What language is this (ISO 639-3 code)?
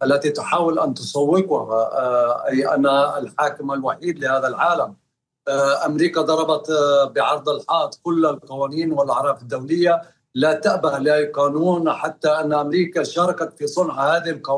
ara